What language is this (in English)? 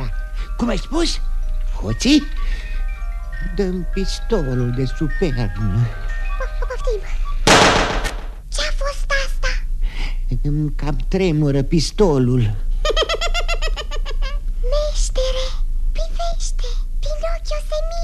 Romanian